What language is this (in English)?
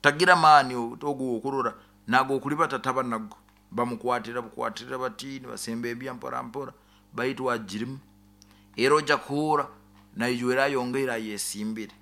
Nyoro